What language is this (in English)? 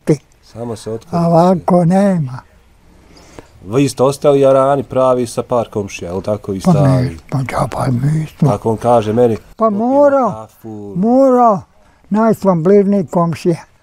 Bosnian